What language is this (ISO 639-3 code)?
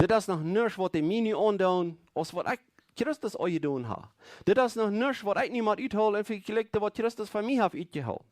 pdt